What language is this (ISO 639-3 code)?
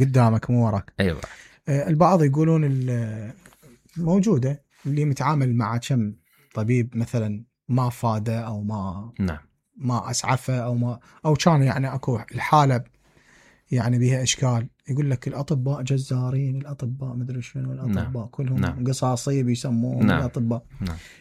acm